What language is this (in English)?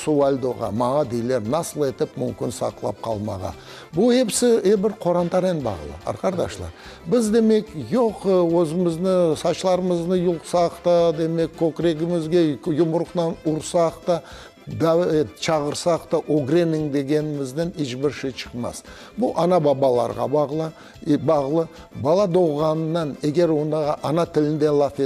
Crimean Tatar